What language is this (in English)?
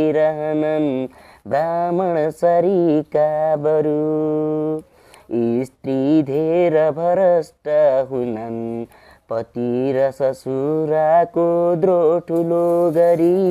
Nepali